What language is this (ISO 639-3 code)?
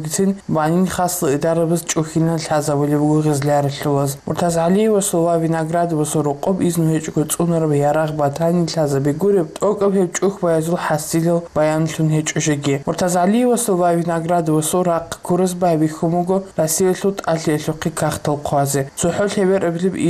ava